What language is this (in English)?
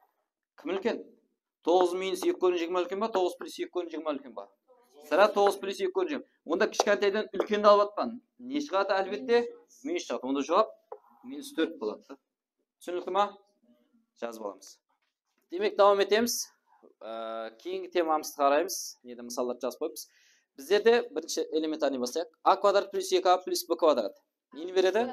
Kara-Kalpak